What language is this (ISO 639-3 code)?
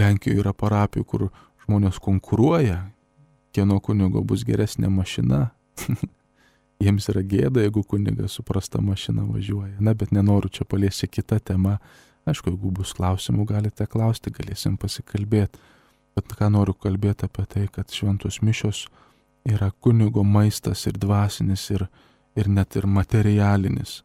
lit